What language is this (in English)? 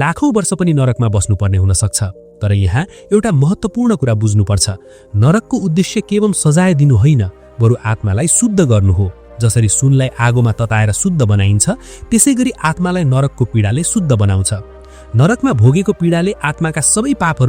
Nepali